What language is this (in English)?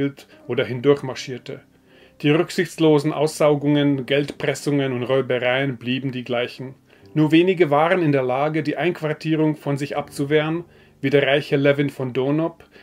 German